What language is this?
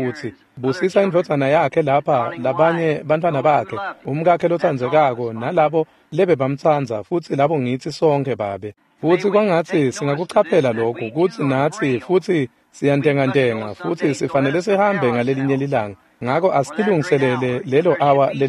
Swati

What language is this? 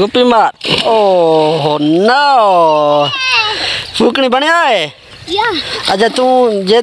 Saraiki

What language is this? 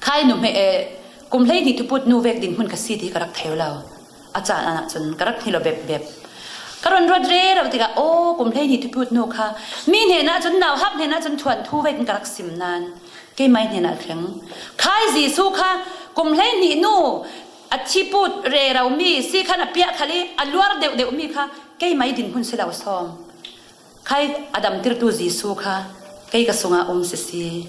Falam Chin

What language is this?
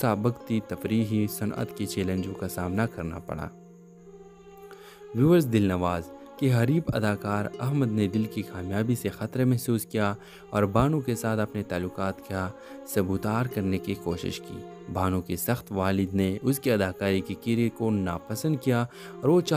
Urdu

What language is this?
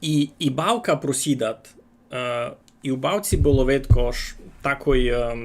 Rusyn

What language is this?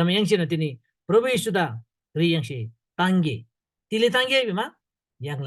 Eastern Tamang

